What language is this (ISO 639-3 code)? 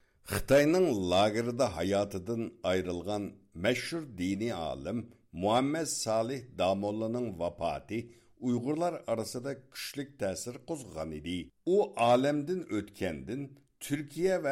uig